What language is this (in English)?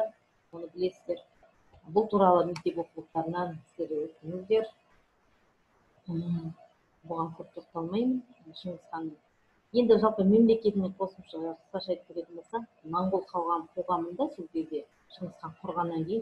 Kazakh